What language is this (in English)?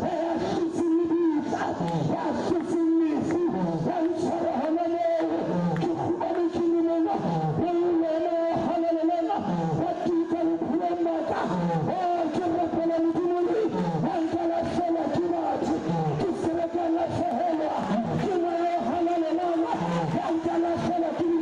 Southern Sotho